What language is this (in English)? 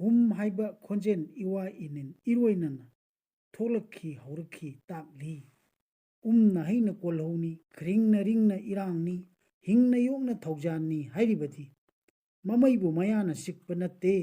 Manipuri